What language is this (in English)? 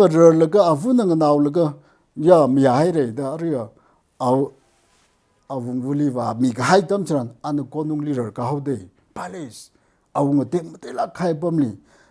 Tangkhul Naga (India)